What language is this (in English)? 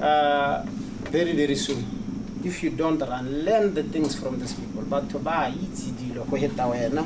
Tswana